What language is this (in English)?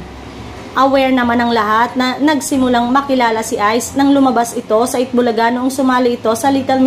Filipino